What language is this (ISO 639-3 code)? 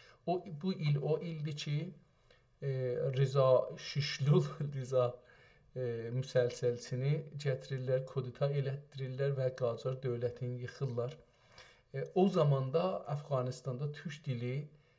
azb